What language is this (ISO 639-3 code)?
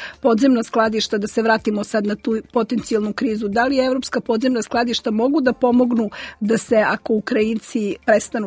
srp